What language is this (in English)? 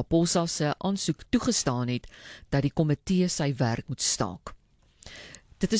Afrikaans